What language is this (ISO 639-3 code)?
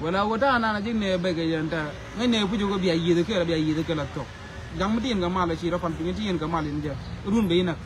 nus